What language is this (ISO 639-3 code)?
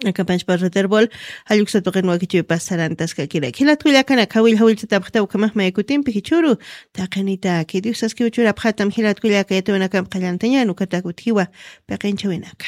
aym